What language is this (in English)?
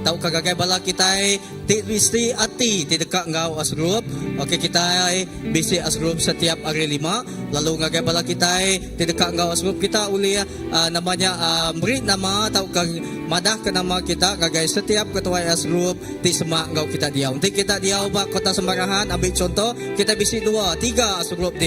Iban